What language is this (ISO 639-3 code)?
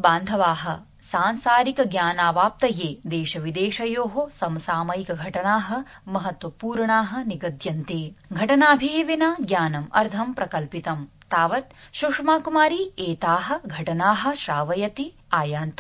san